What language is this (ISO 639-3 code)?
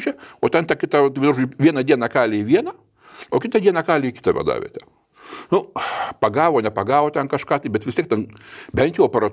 lit